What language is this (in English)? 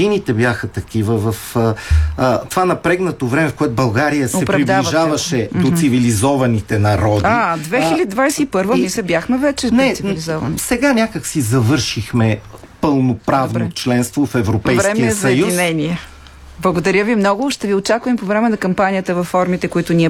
Bulgarian